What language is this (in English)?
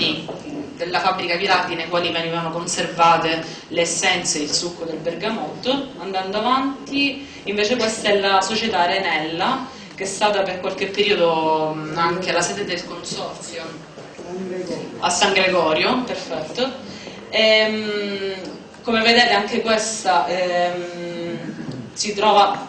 Italian